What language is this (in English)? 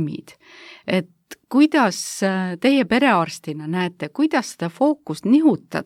Estonian